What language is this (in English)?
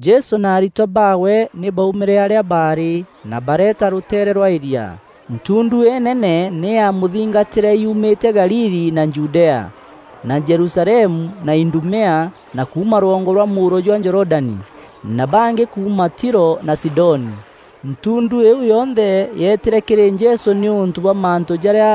Meru